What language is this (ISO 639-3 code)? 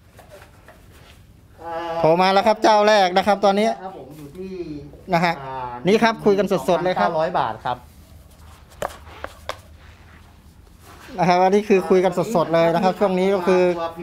tha